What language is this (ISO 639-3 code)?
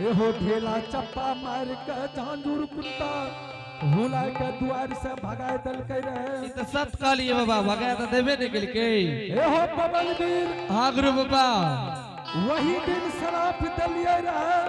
anp